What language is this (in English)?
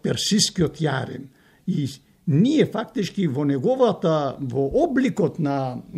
Macedonian